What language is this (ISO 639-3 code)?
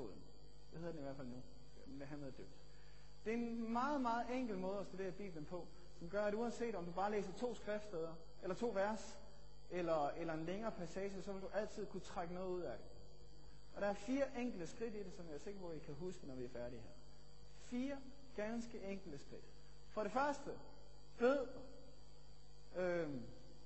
dan